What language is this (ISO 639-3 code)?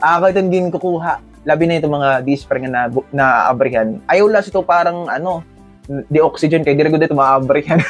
war